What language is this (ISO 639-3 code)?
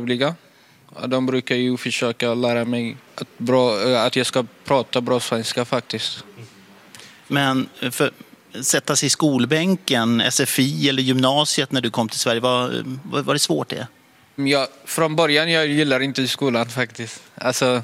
swe